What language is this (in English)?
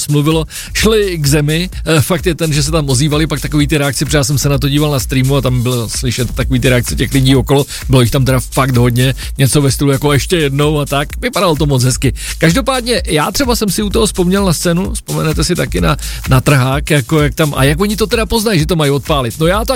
Czech